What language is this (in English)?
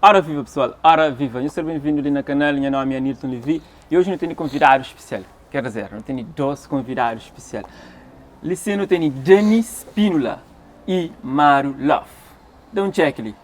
Kabuverdianu